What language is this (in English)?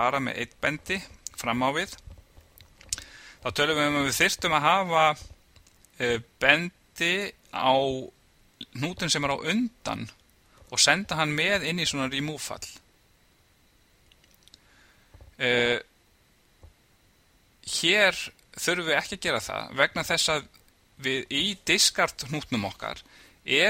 Icelandic